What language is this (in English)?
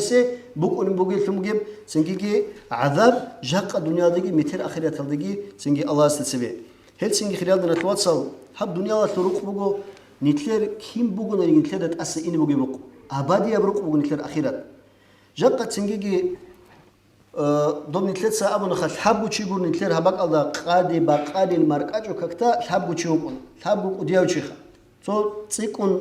Avaric